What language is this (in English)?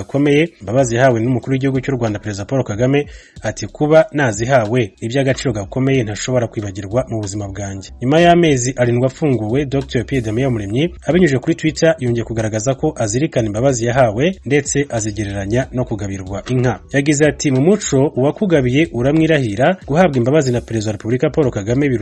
Kinyarwanda